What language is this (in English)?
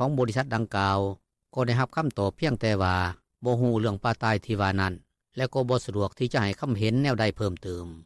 Lao